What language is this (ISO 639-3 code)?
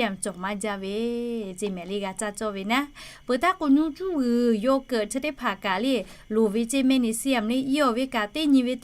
lhu